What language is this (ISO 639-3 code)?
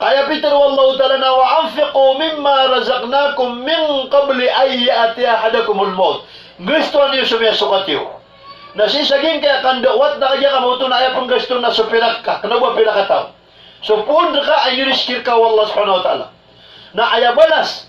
mrw